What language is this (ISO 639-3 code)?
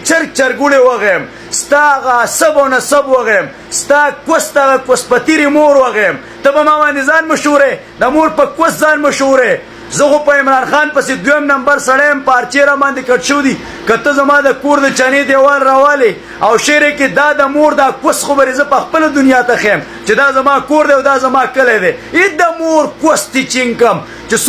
pus